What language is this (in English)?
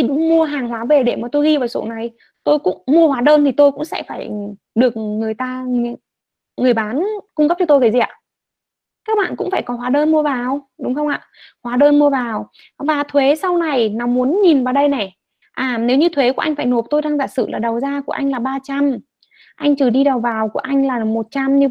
Vietnamese